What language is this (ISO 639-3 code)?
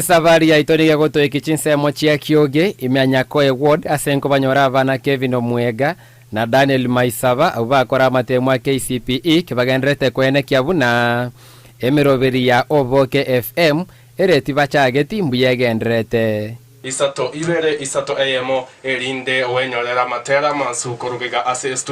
guz